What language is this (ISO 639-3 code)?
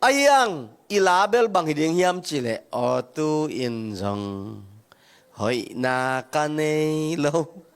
ctd